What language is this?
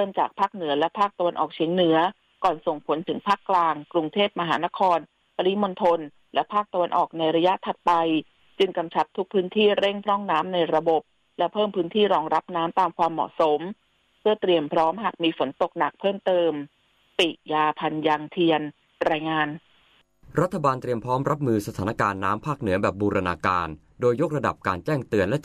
Thai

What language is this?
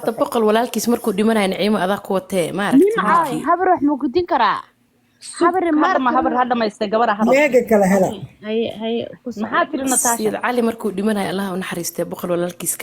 Somali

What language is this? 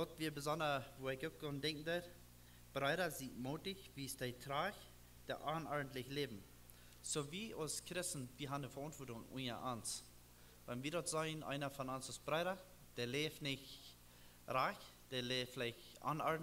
Plautdietsch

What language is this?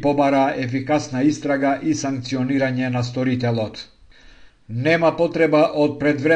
Macedonian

